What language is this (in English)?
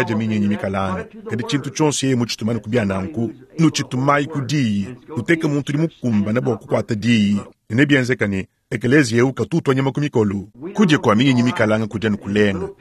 Luba-Lulua